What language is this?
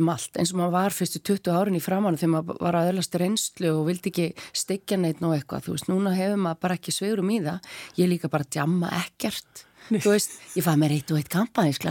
Icelandic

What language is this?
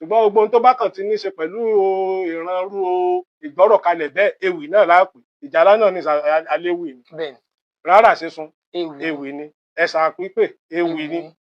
Yoruba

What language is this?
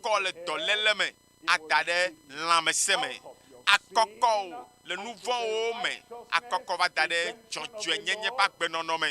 Ewe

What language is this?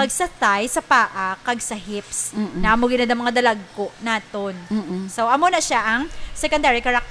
Hiligaynon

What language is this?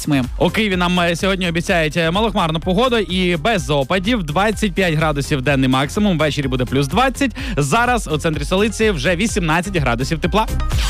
Ukrainian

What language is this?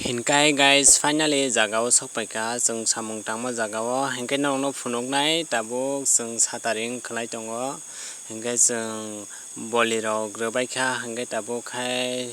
Kok Borok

